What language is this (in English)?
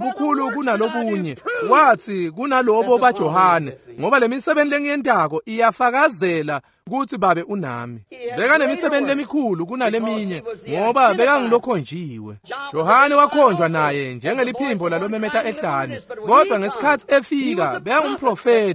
Swati